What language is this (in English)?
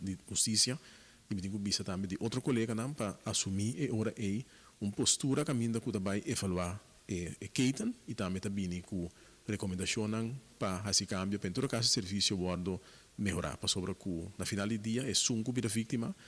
Papiamento